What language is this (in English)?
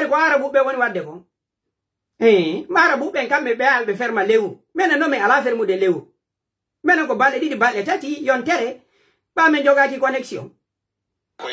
Pular